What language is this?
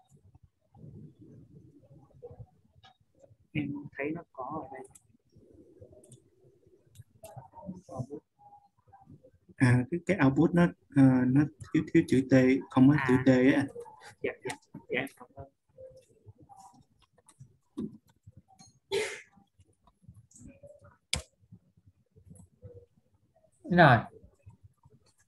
Vietnamese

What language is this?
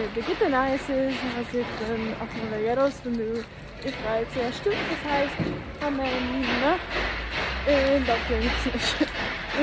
Yiddish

